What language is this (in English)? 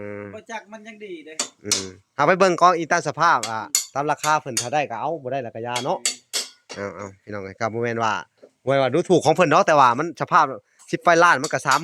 Lao